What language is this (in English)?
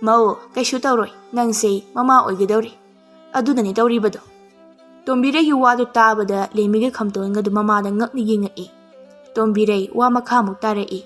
Manipuri